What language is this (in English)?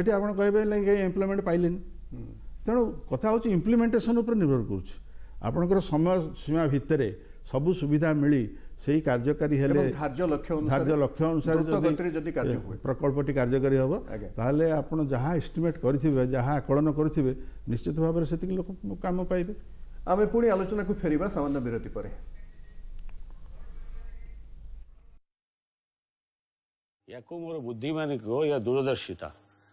Odia